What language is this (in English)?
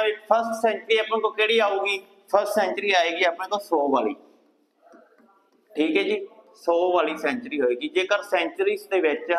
Punjabi